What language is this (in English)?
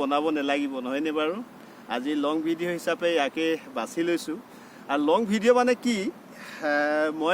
Assamese